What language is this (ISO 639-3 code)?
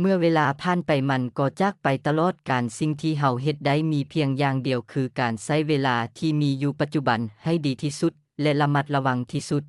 lao